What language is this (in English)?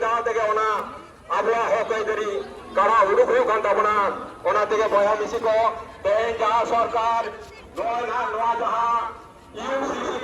Santali